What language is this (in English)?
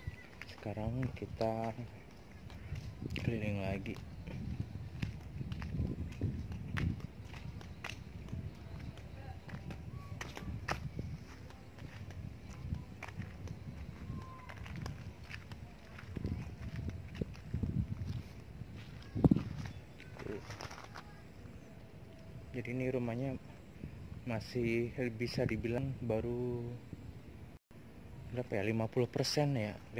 Indonesian